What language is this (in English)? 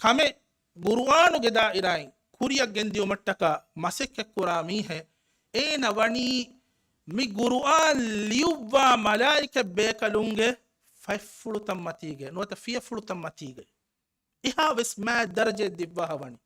Divehi